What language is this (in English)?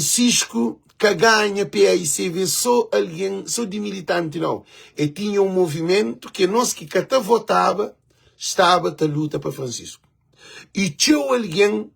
Kabuverdianu